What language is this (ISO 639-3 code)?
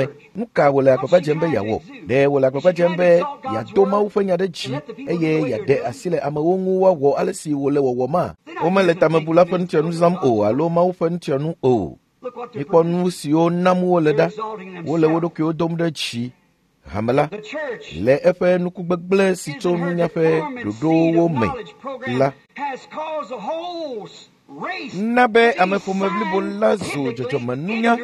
ewe